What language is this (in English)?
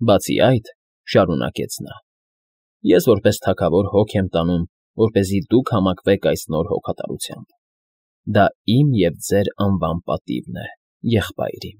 Armenian